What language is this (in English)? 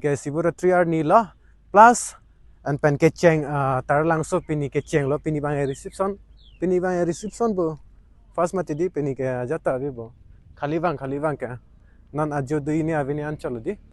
Karbi